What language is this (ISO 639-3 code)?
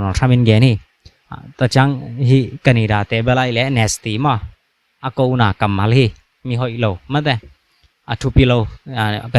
ctd